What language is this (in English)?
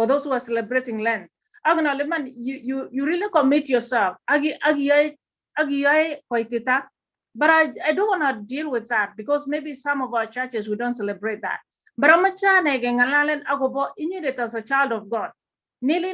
Kalenjin